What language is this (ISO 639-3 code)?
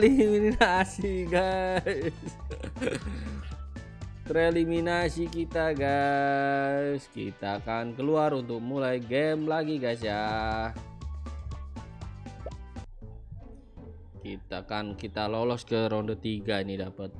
ind